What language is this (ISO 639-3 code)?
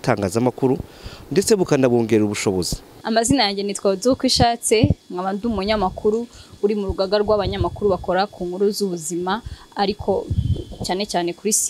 kin